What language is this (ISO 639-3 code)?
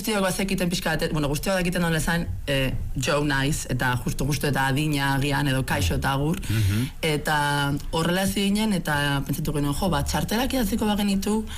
eus